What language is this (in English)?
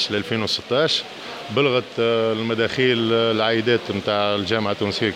Tunisian Arabic